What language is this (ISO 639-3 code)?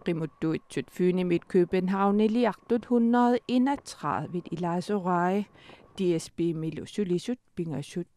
kal